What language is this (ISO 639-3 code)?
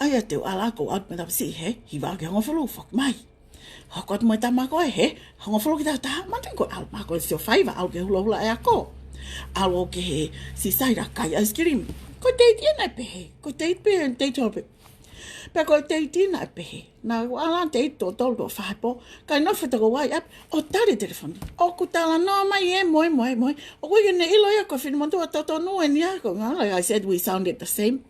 ton